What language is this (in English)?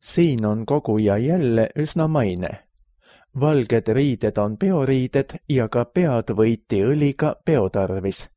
Estonian